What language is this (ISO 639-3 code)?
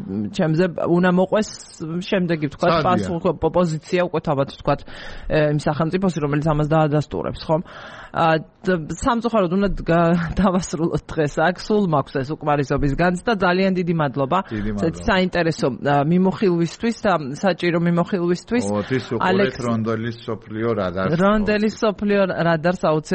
kat